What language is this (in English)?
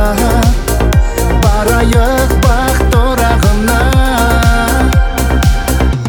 Kazakh